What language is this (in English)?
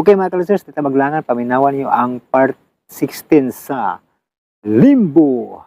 Cebuano